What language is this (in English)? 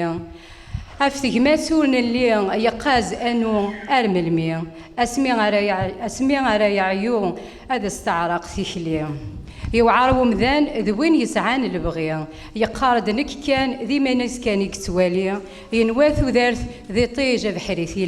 Kabyle